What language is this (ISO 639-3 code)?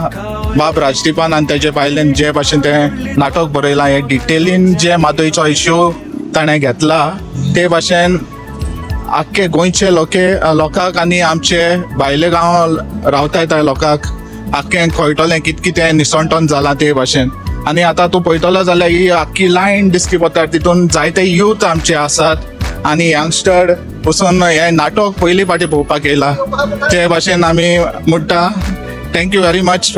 kok